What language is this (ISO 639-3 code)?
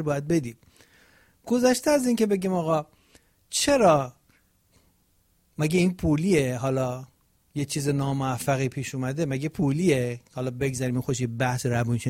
fas